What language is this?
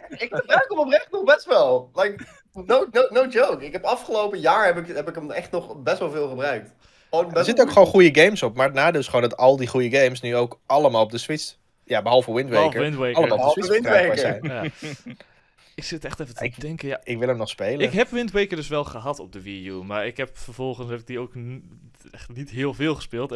Dutch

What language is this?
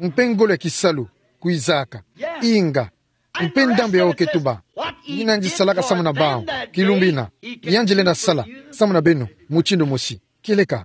Kituba (Democratic Republic of Congo)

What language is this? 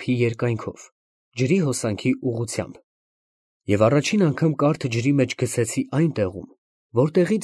Armenian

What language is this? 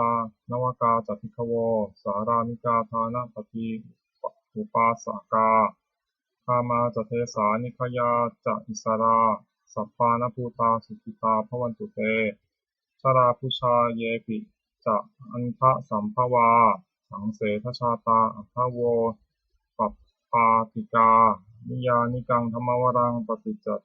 Pali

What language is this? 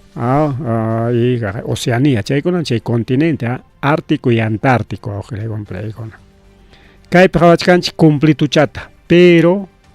Ayacucho Quechua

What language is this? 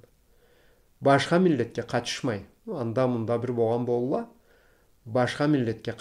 Karachay-Balkar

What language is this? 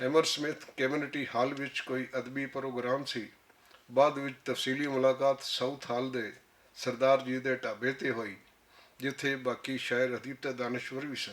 Western Panjabi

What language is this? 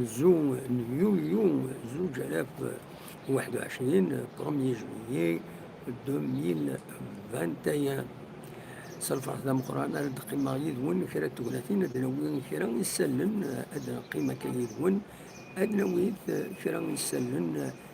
Kabyle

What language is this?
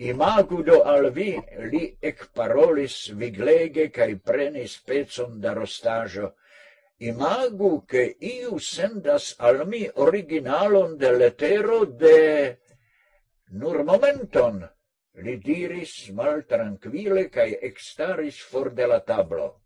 Esperanto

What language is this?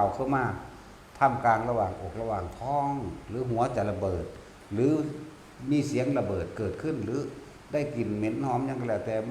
Northeastern Thai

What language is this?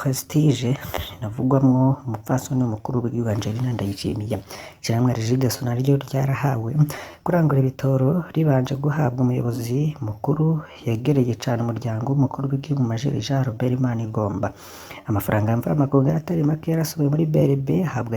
Rundi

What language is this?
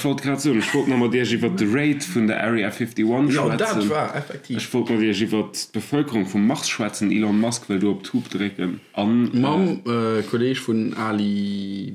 Luxembourgish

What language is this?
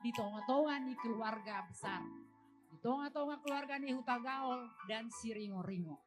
Batak Toba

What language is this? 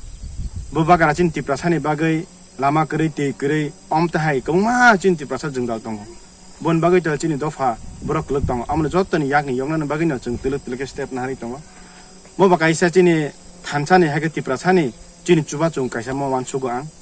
Kok Borok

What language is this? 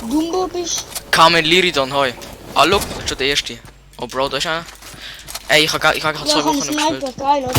Swiss German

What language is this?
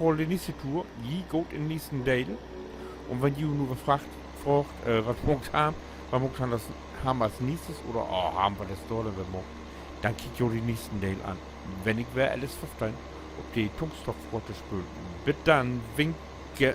Low German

